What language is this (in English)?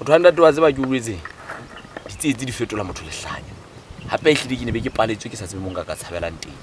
Southern Sotho